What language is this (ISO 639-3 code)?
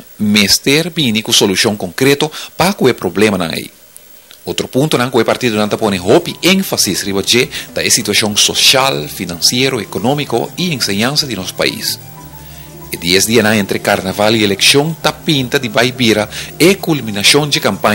pap